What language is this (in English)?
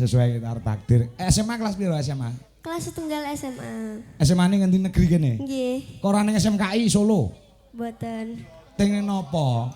Javanese